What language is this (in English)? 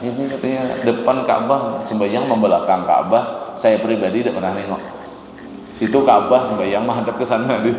Banjar